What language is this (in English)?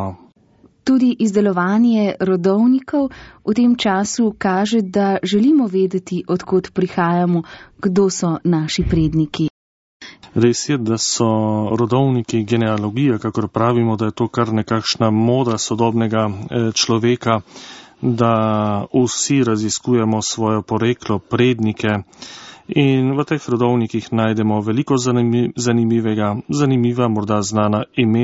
Slovenian